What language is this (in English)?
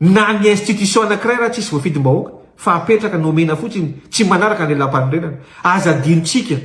Malagasy